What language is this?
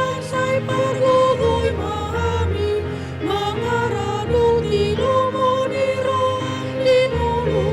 Batak Toba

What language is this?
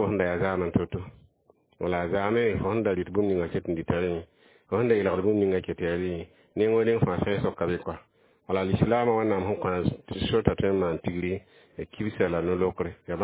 Mossi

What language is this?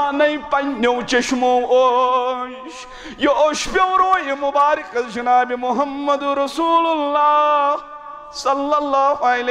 Kashmiri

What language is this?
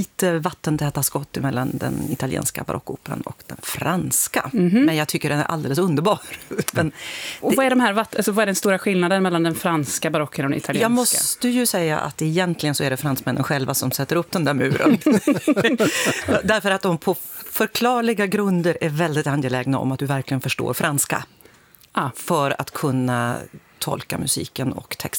Swedish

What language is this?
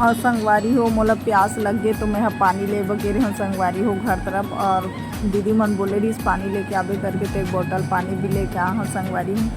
Chhattisgarhi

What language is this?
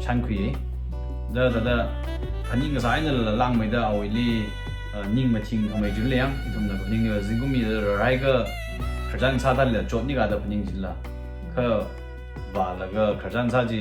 Tangkhul Naga (India)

